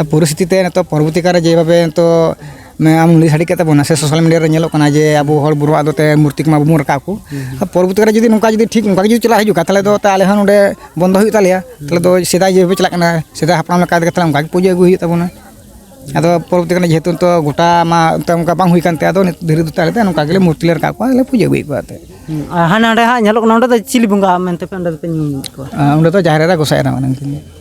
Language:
Santali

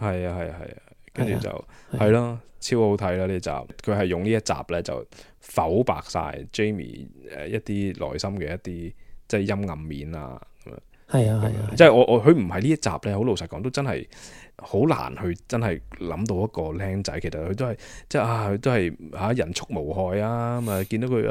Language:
Cantonese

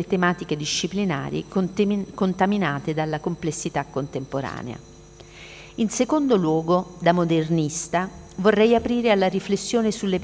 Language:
Italian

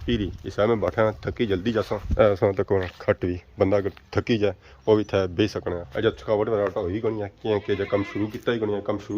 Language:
Pahari-Potwari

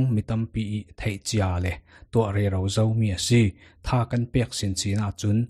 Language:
Falam Chin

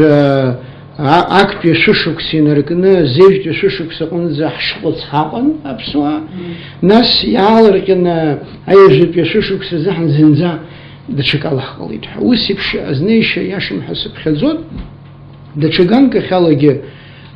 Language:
Abkhazian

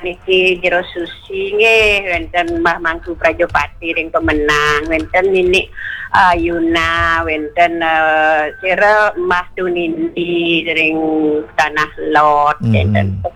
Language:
Balinese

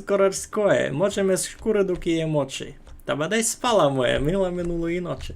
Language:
Rusyn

